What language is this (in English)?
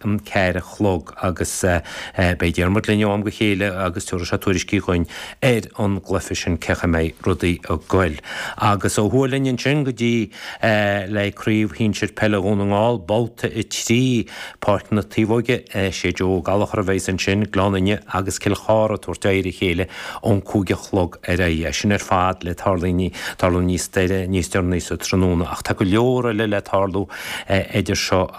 Irish